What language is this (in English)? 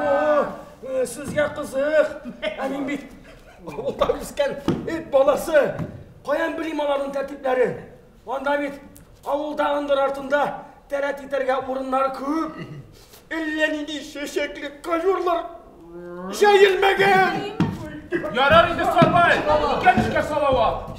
Tatar